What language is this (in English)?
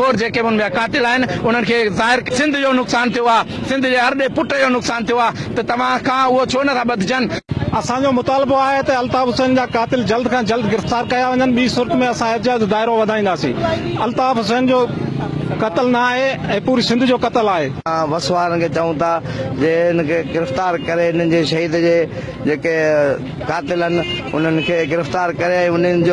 Sindhi